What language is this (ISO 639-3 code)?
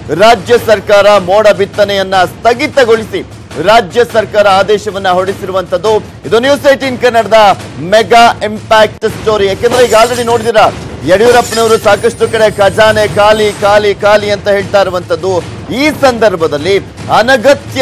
kan